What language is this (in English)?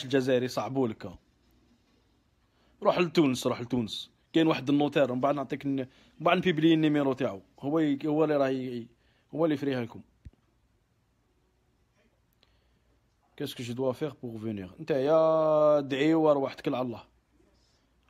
Algerian Arabic